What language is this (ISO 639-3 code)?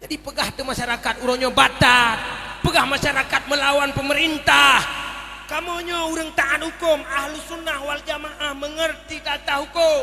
ace